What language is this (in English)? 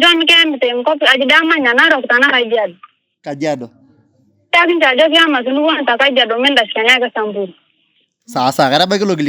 Masai